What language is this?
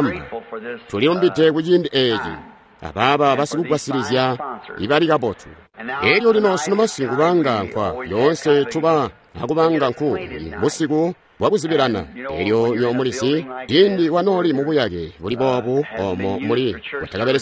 Tonga (Zambia)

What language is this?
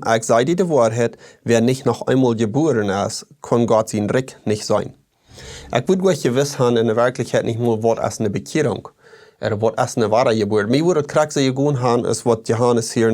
Plautdietsch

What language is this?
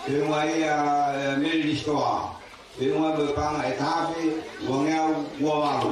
Tongan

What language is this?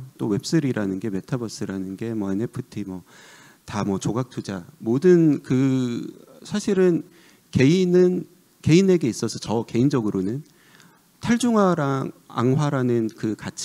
Korean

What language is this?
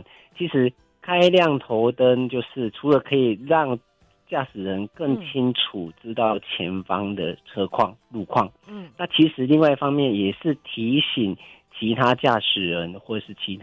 Chinese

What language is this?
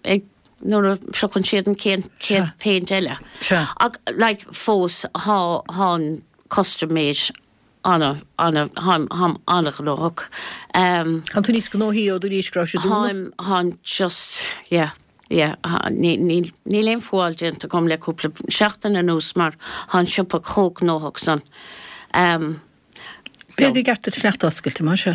Irish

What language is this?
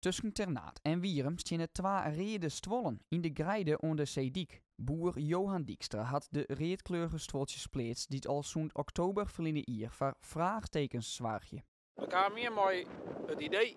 Western Frisian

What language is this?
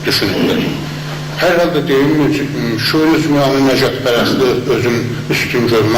South Azerbaijani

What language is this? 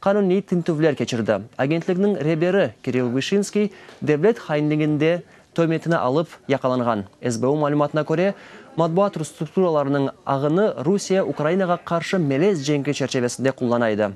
Crimean Tatar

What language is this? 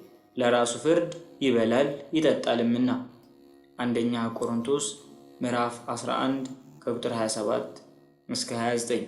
Amharic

